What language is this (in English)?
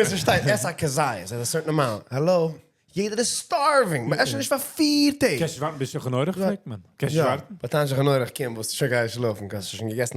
Yiddish